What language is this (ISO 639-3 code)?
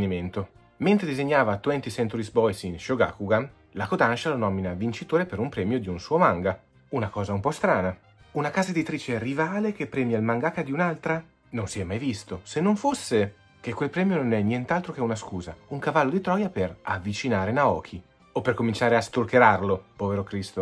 ita